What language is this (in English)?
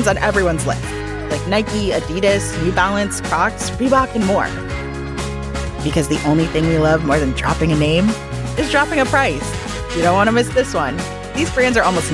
English